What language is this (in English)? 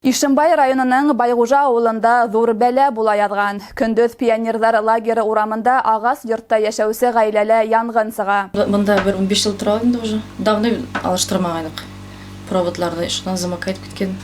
Bashkir